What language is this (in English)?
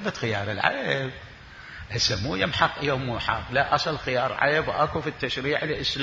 Mesopotamian Arabic